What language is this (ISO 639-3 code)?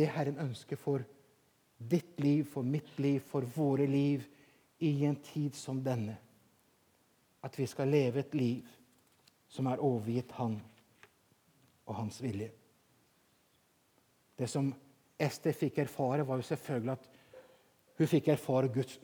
nor